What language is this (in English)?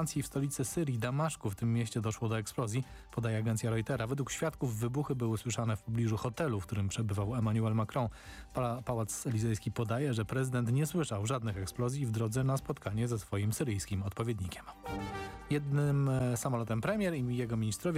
Polish